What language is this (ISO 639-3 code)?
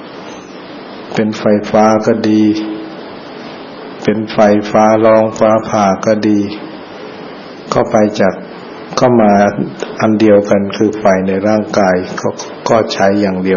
tha